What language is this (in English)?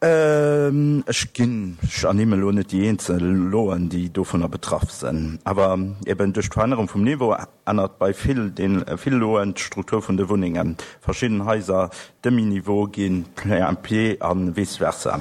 Luxembourgish